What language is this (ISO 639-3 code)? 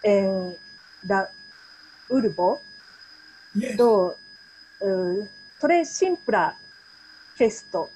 epo